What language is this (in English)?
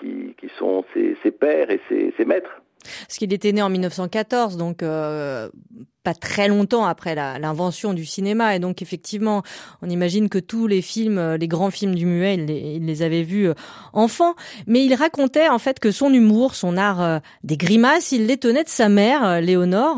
French